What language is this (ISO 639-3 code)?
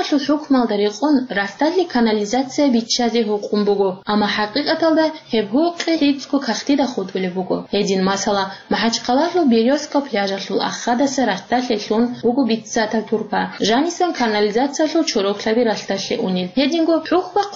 ava